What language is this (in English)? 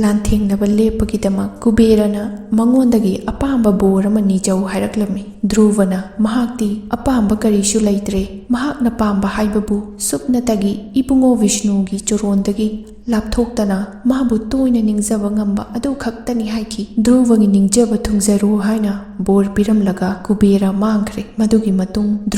Manipuri